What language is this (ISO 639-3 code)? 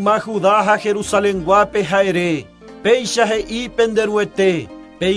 grn